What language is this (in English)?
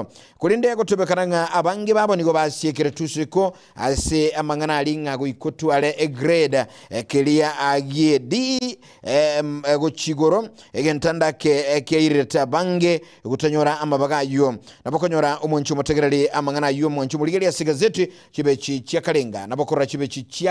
Gusii